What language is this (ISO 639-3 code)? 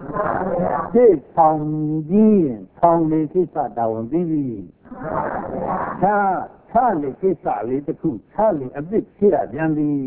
mya